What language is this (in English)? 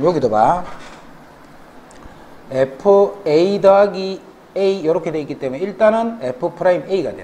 Korean